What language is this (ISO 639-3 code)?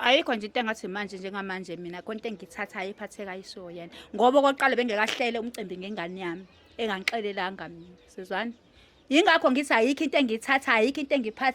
zul